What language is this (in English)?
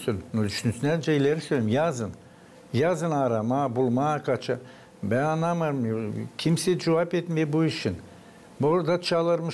Gagauz